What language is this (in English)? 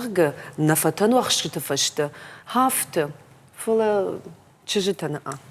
Ossetic